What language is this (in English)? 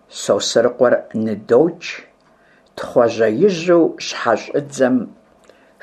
Kabardian